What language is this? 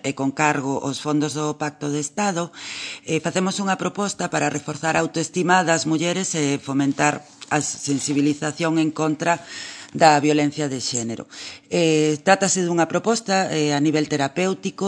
Galician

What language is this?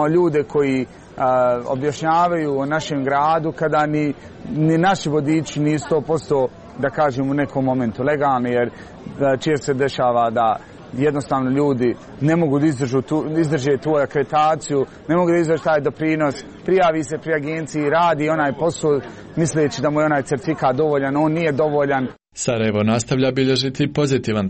Croatian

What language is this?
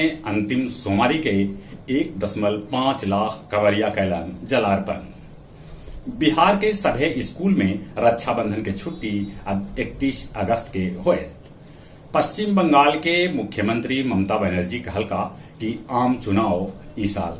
Magahi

